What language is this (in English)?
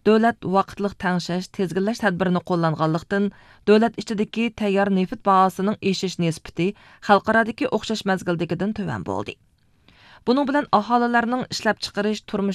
Uyghur